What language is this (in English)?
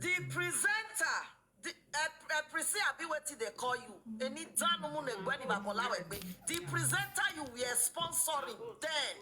Nigerian Pidgin